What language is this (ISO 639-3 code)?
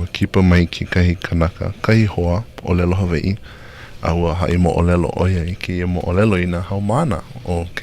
haw